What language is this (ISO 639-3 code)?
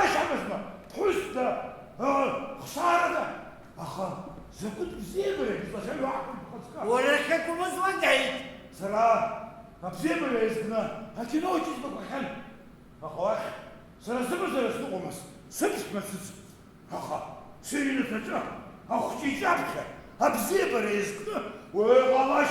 abk